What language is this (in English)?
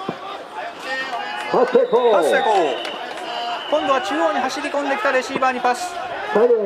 Japanese